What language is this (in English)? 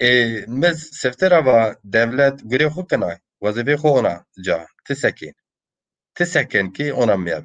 Zaza